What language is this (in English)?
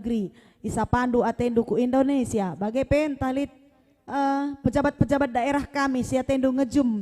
Batak Karo